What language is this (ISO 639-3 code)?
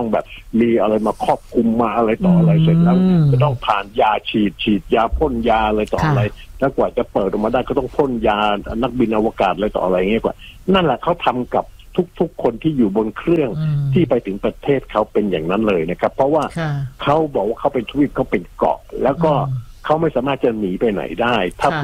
tha